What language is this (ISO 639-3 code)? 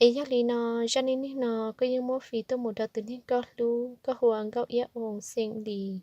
hmn